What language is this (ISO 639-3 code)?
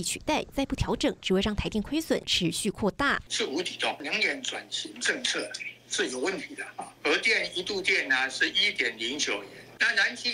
zho